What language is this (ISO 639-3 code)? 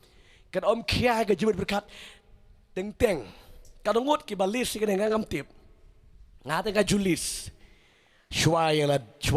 kha